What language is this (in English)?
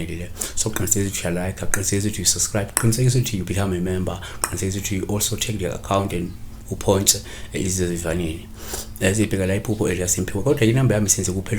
Zulu